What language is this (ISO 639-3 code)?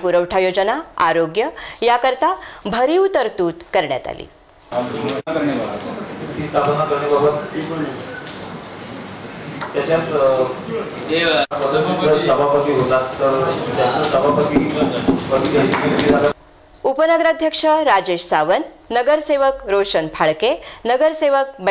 mar